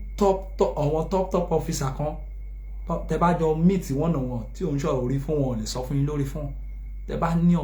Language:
Yoruba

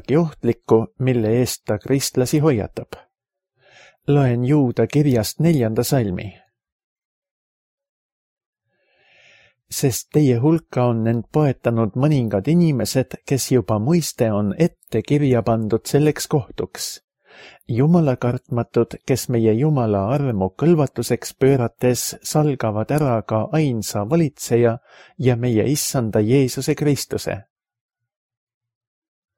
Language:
Estonian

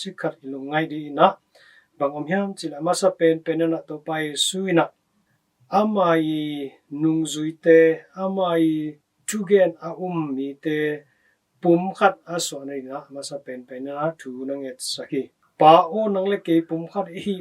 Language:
Tedim Chin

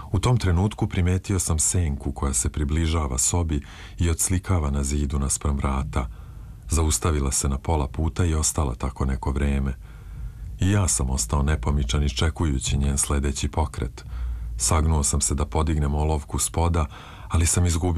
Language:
Serbian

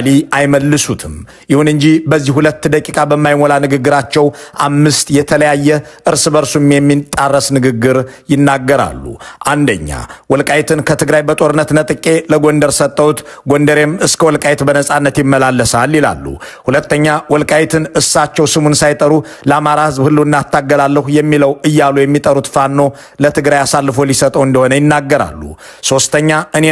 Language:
Amharic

